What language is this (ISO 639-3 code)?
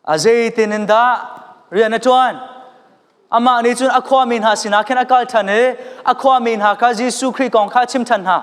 cnh